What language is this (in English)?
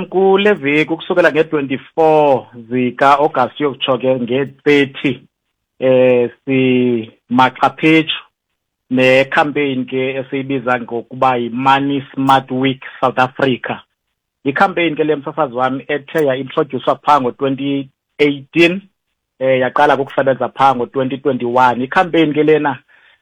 Xhosa